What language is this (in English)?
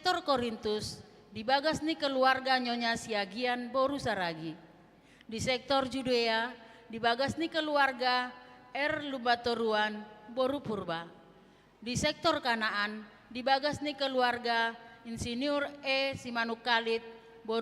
Batak Toba